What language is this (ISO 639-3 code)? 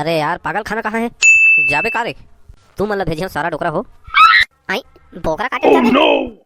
hne